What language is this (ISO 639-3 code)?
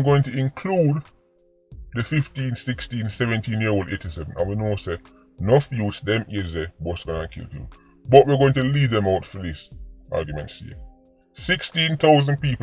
jam